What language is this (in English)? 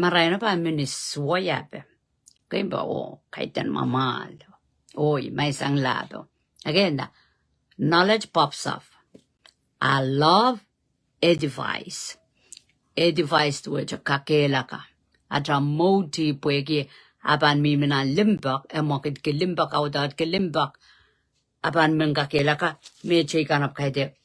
Pohnpeian